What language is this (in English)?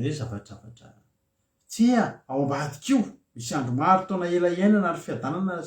Malagasy